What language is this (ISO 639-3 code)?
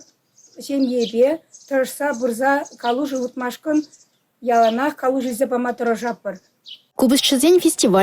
chv